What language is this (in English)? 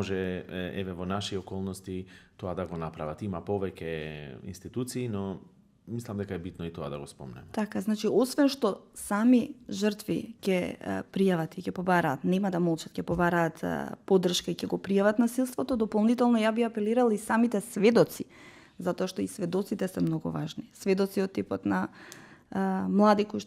Macedonian